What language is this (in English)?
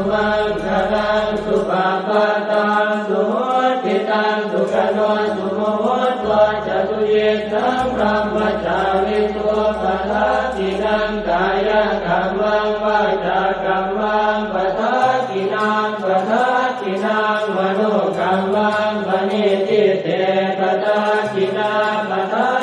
Pali